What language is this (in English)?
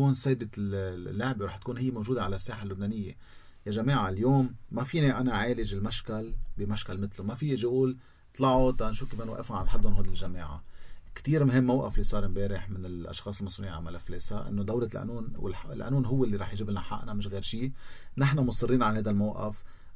North Levantine Arabic